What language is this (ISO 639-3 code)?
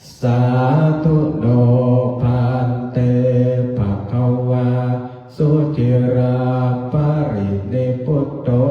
pli